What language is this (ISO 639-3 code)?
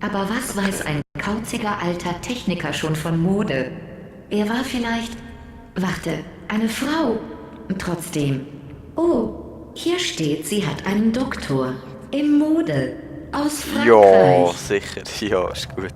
gsw